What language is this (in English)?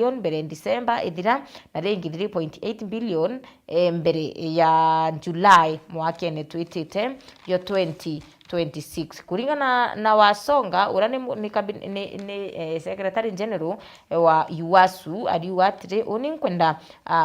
Meru